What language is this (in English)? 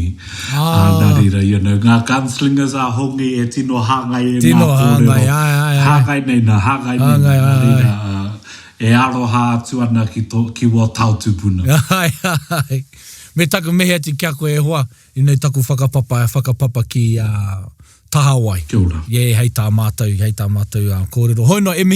Māori